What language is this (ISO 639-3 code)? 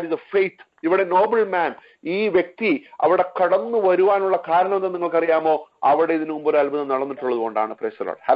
mal